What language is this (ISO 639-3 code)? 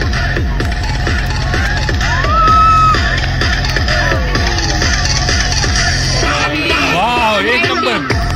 mar